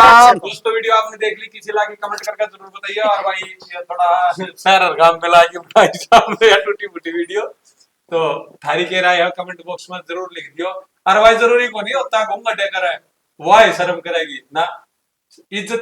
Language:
Haryanvi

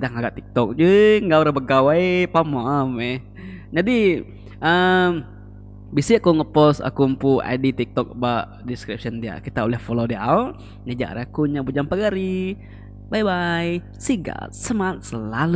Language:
Iban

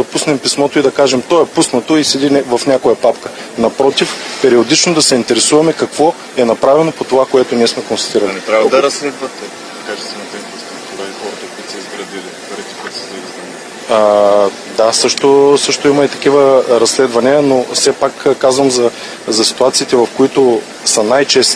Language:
Bulgarian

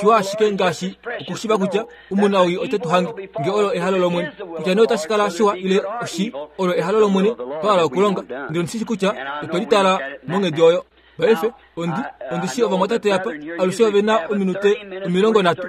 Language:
Kuanyama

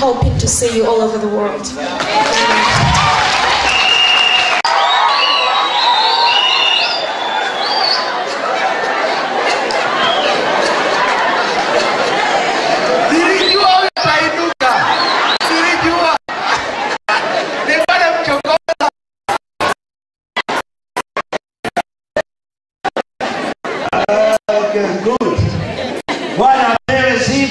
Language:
Swahili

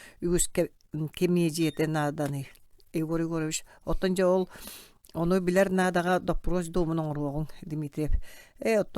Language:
Yakut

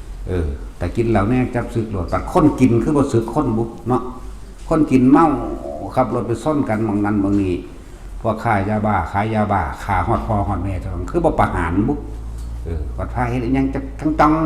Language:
Northeastern Thai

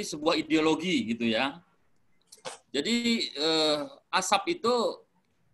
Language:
Indonesian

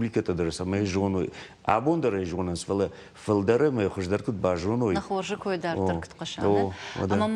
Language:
Ossetic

